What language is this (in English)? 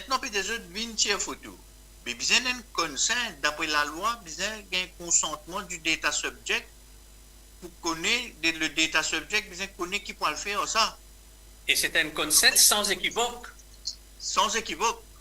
Morisyen